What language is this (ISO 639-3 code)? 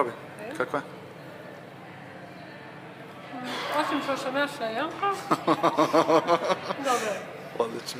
srp